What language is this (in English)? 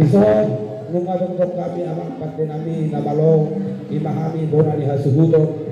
Batak Toba